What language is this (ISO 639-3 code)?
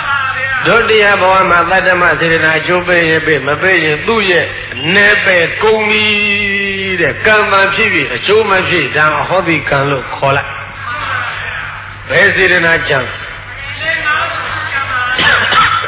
mya